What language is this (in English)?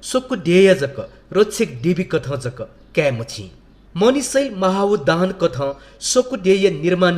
Newari